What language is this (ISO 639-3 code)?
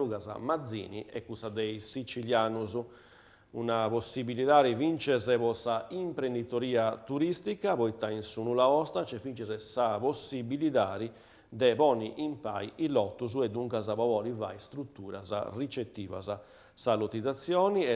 srd